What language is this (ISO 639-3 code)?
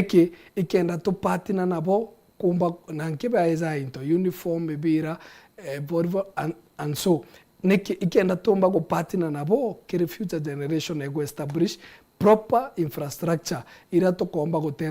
mer